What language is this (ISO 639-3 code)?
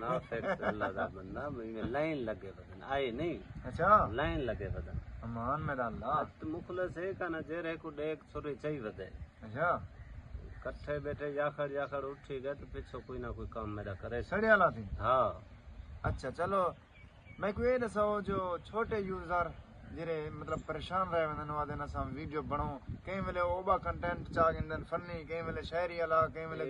skr